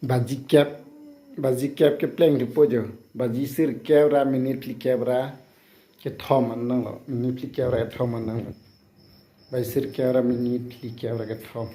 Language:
Karbi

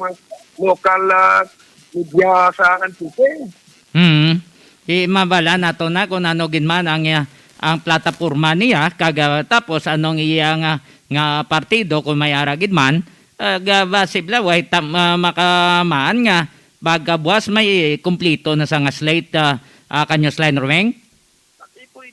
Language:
Hiligaynon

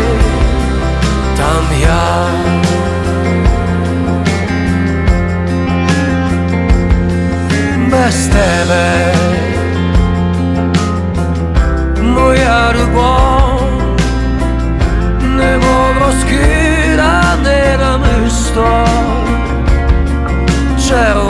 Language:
Ukrainian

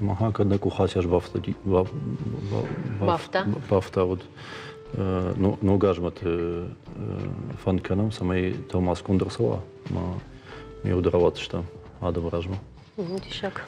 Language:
Ossetic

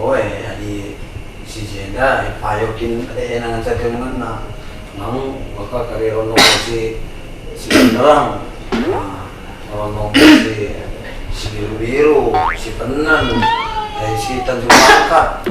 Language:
Batak Karo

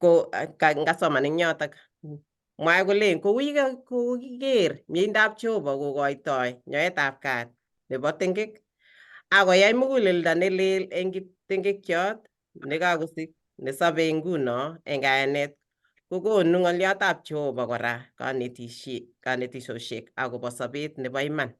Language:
Kalenjin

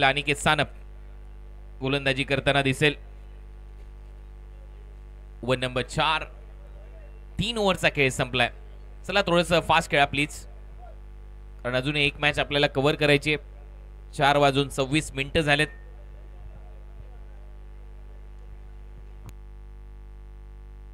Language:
Marathi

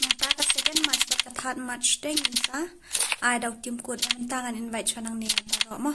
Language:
Khasi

